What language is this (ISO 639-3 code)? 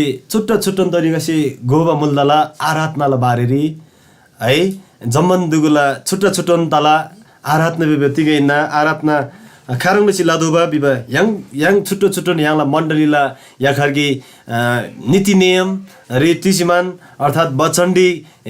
taj